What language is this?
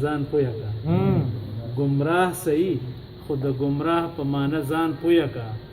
Pashto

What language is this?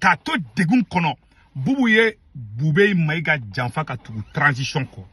Bambara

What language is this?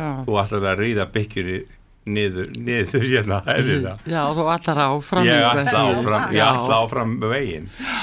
Icelandic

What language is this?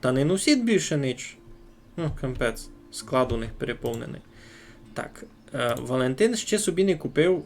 Rusyn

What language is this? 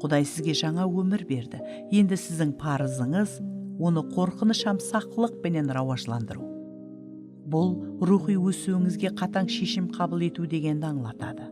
Kara-Kalpak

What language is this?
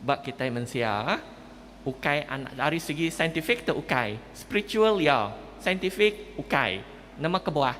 Iban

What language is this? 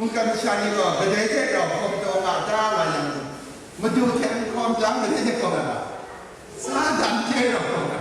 Kachin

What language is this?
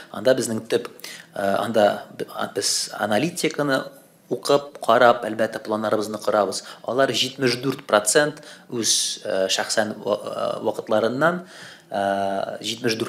Tatar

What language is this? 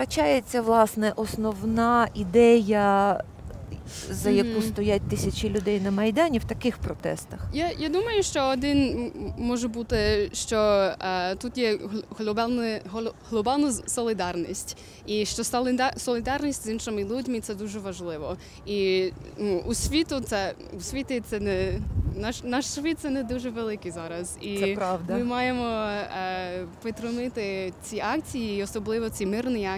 Ukrainian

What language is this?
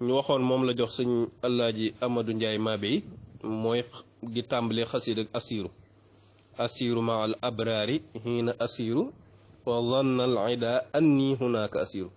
Wolof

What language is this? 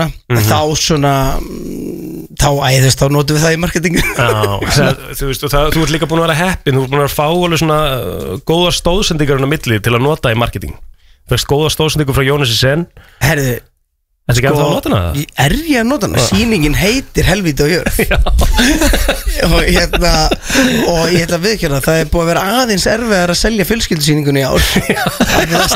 Icelandic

